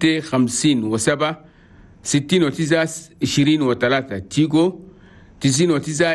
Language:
Chadian Arabic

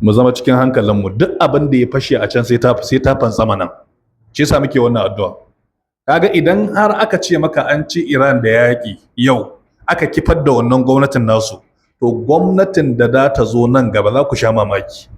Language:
Hausa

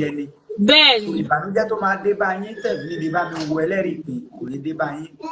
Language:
Yoruba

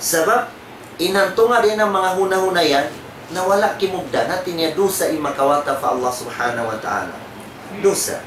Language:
Tausug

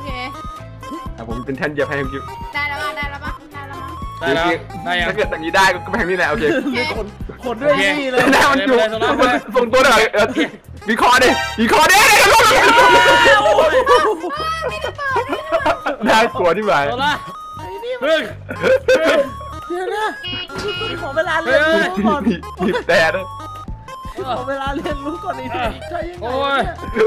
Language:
Thai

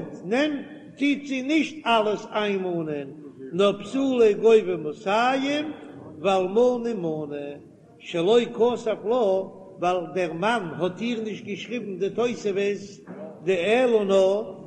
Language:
Yiddish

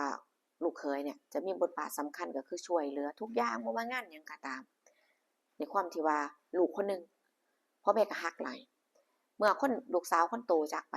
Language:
Northeastern Thai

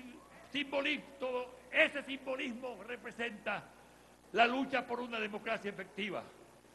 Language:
Spanish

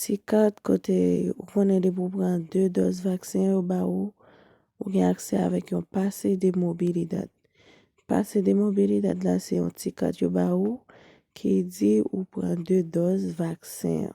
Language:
Haitian Creole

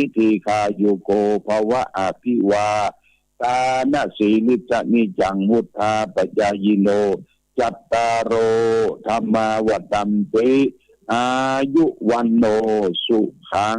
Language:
Pali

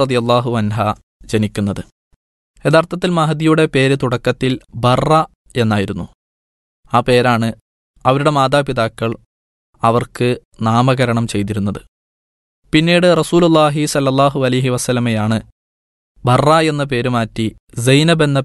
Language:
Malayalam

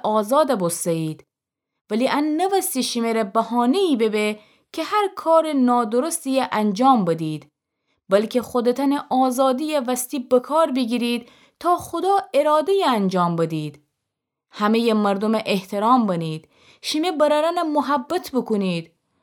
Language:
Gilaki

